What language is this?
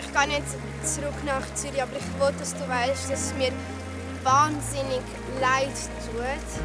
Swiss German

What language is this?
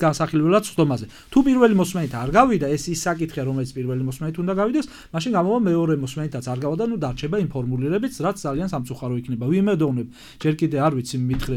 Georgian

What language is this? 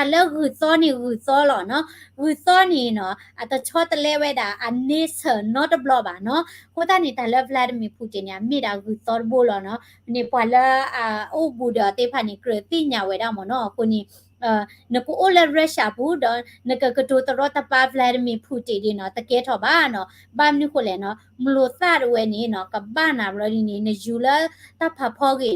S'gaw Karen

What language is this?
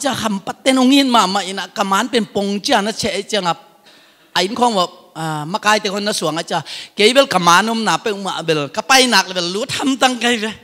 Tedim Chin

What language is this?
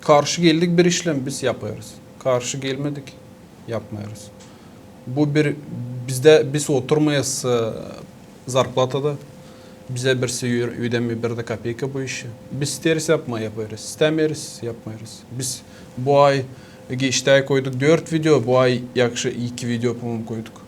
Gagauz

